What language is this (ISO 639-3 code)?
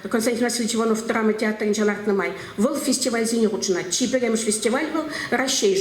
chv